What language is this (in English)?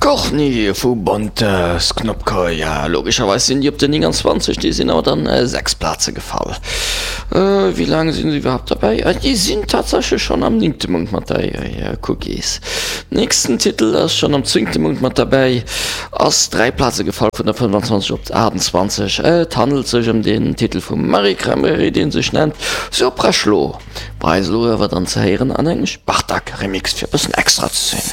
Luxembourgish